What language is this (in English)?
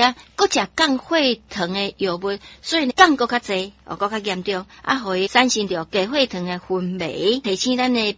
Min Nan Chinese